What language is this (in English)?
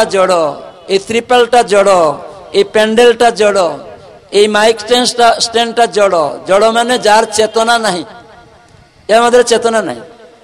Odia